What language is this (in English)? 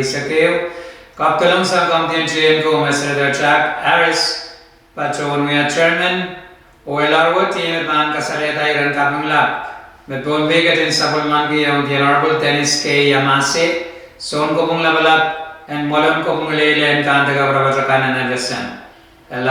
Pohnpeian